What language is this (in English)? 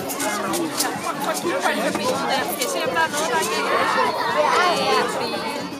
Danish